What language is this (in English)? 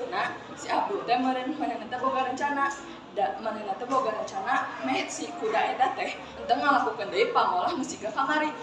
Sundanese